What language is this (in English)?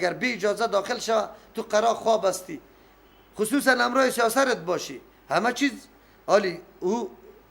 Persian